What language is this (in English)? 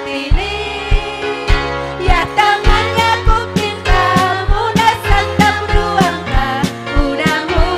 Ayacucho Quechua